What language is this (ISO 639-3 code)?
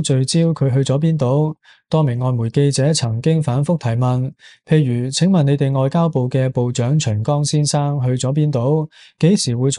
yue